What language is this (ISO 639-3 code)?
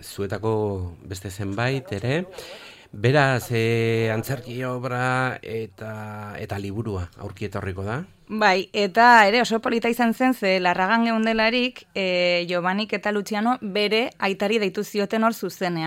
eus